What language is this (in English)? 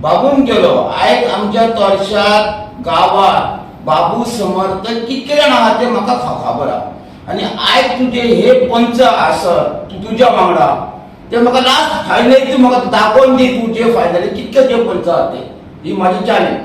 Konkani